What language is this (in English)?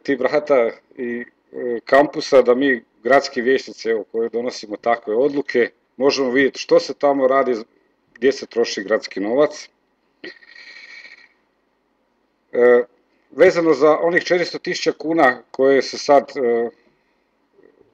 Croatian